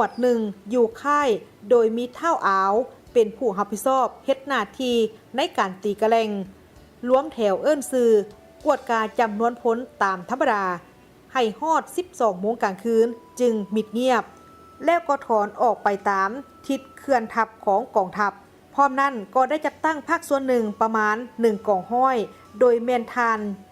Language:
Lao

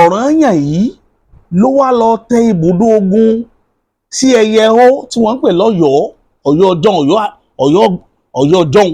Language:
Yoruba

